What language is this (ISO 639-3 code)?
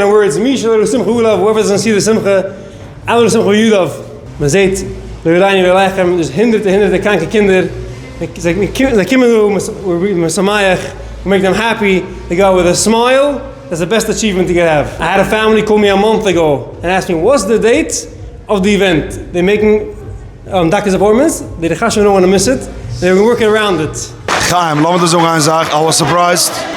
yid